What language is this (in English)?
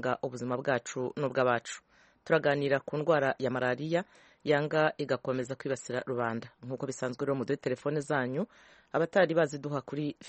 Kinyarwanda